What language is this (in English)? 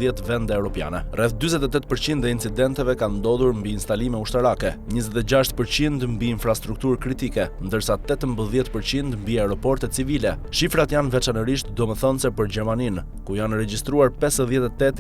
Albanian